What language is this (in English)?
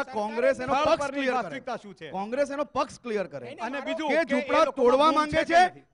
Gujarati